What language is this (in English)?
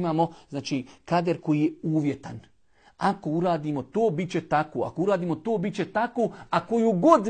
Bosnian